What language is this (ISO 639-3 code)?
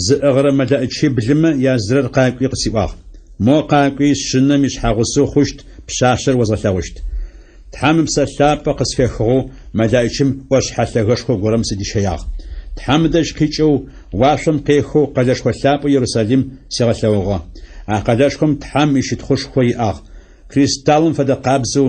ady